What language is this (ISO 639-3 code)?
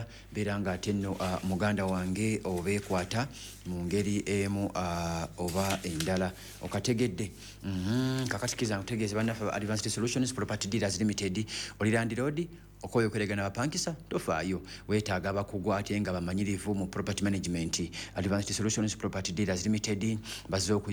lug